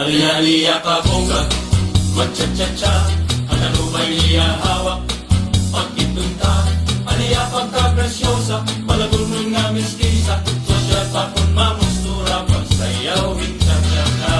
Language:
Waray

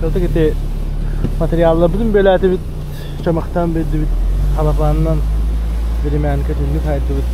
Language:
Yakut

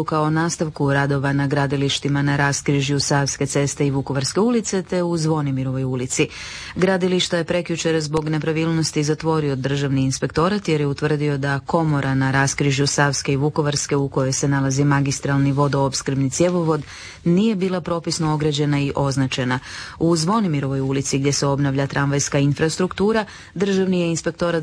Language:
Croatian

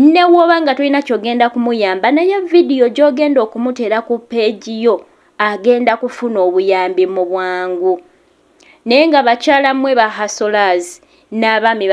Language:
Ganda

